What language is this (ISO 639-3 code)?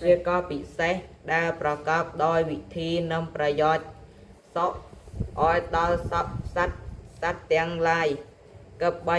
khm